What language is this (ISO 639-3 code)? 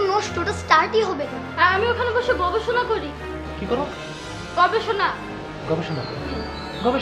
ben